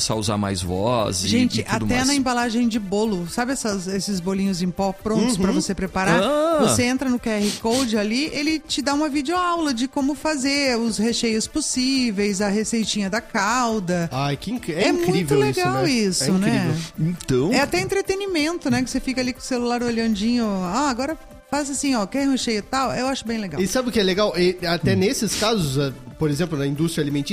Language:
Portuguese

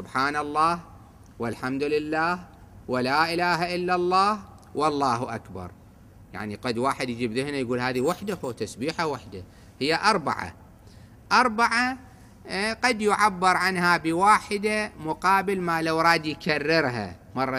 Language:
Arabic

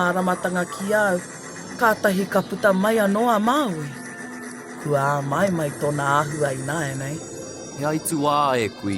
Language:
Māori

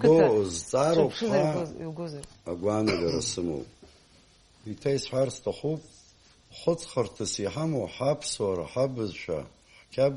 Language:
Abkhazian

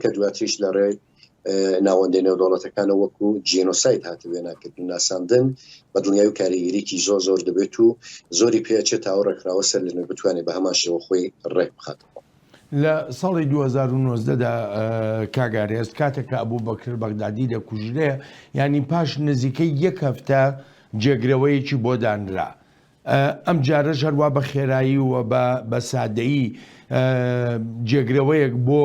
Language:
Central Kurdish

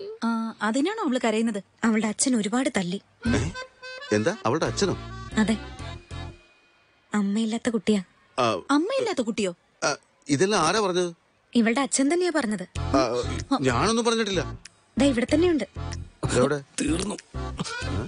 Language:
Malayalam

